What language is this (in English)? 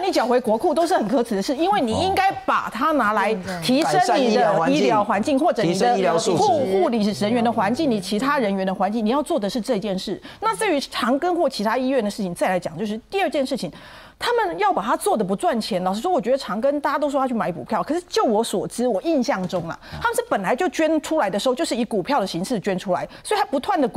Chinese